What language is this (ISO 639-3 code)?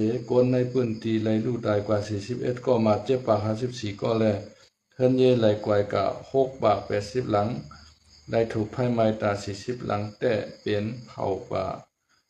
shn